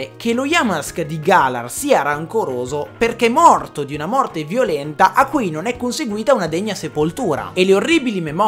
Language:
Italian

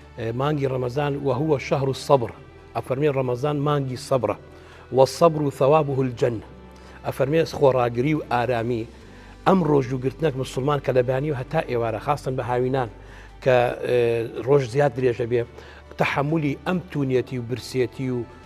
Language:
Central Kurdish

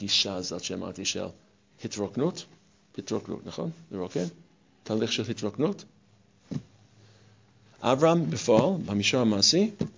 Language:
Hebrew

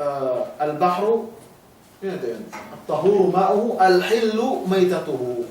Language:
Yakan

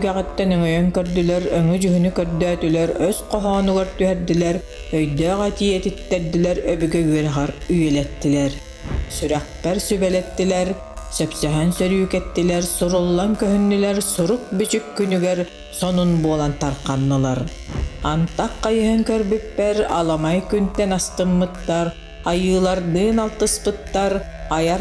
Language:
Yakut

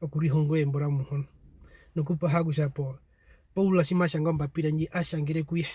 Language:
Herero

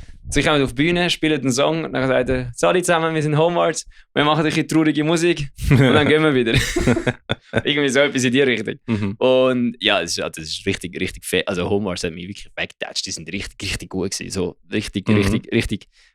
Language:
Swiss German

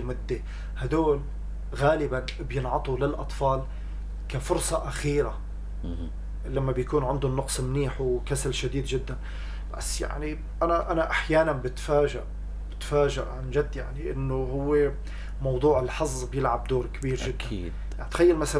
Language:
North Levantine Arabic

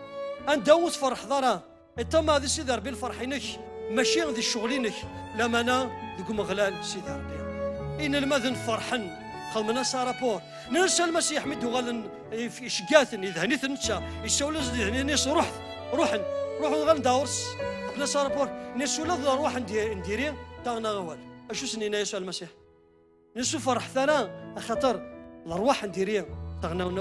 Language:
Kabyle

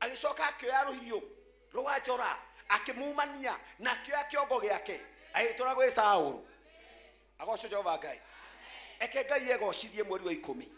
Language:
Kikuyu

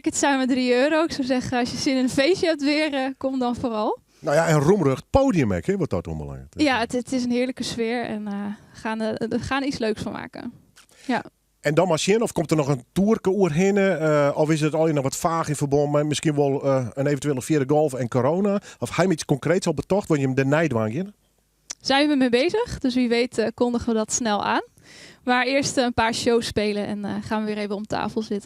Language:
Western Frisian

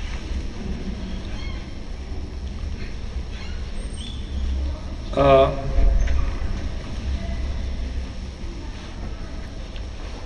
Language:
Bosnian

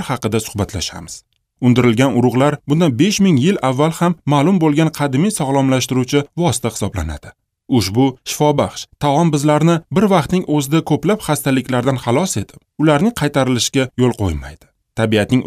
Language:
Uzbek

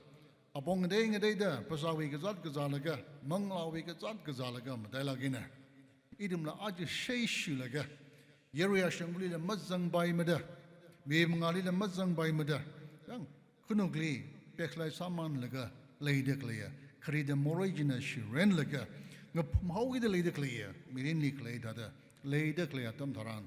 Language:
Tangkhul Naga (India)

